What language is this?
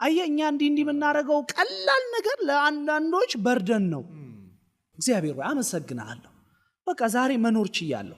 Amharic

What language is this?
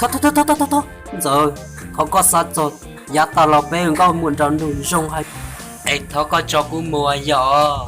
Hmong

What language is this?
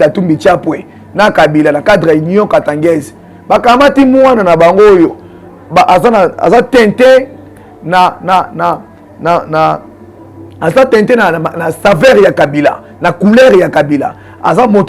Lingala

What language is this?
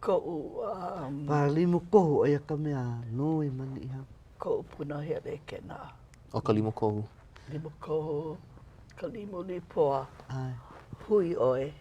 Hawaiian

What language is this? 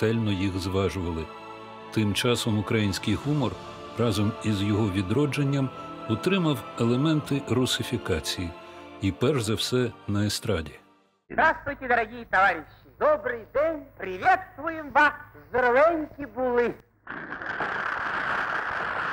Ukrainian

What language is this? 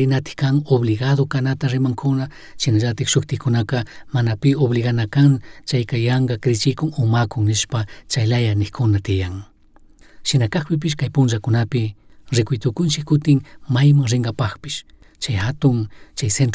Chimborazo Highland Quichua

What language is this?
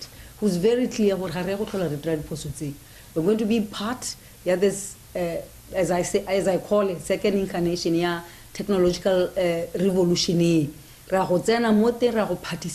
Tswana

